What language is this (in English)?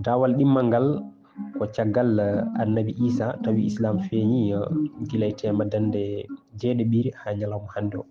Fula